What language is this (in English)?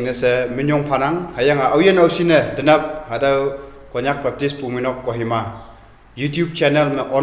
Konyak Naga